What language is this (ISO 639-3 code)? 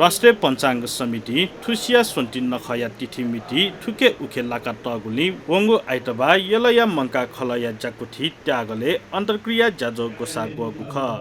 new